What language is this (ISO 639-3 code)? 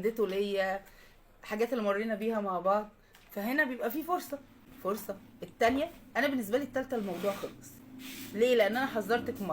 arz